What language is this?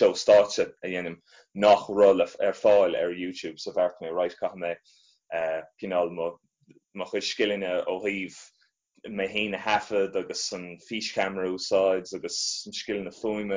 Irish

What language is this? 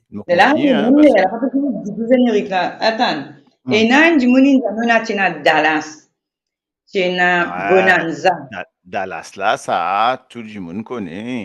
Morisyen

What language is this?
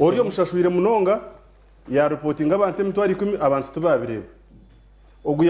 Nyankole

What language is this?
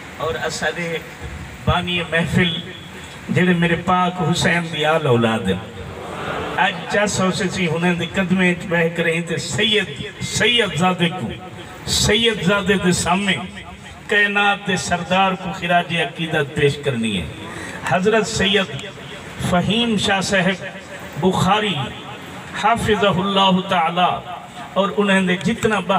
Saraiki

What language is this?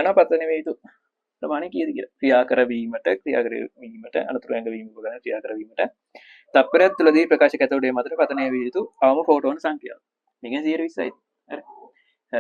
Sinhala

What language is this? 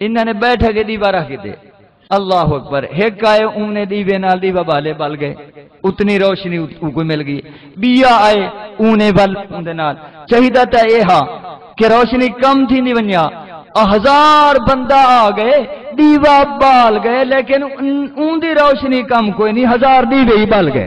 Saraiki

